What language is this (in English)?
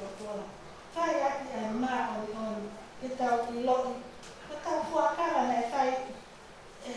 Tongan